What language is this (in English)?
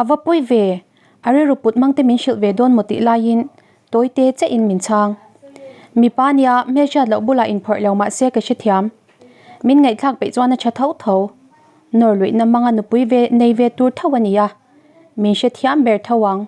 Mizo